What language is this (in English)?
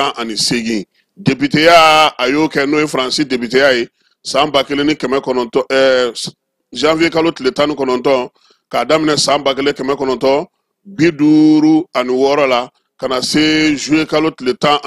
Bambara